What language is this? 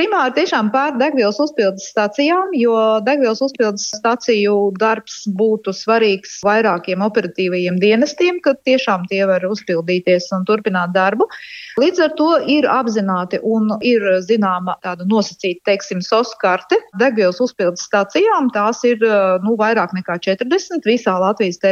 Latvian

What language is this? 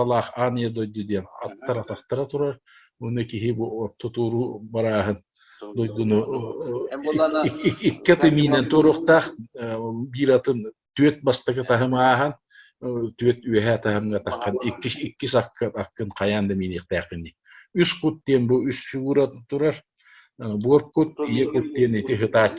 Yakut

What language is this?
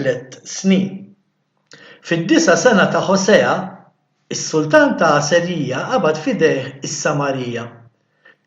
Maltese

